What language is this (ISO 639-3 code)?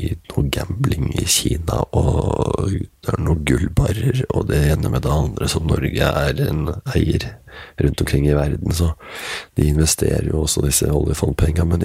nor